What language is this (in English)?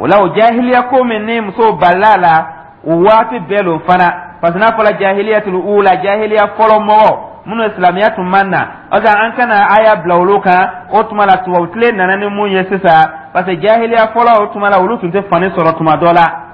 Dyula